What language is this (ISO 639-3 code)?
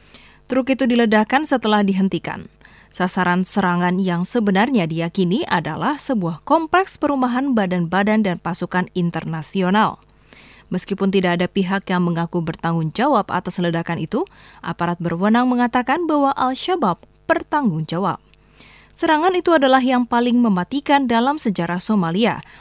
ind